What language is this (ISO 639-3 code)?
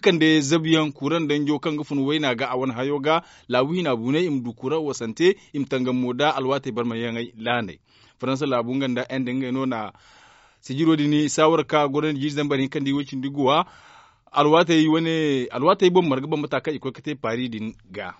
dje